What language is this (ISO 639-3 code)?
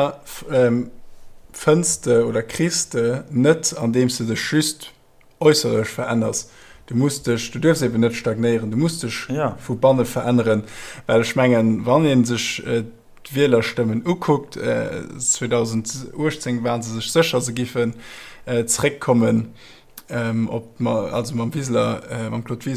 ltz